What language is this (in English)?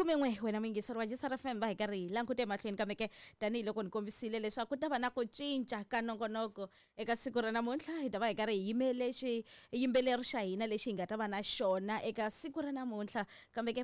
Tsonga